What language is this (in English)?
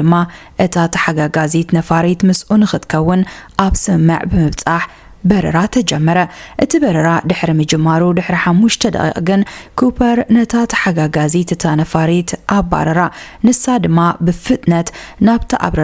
Tigrinya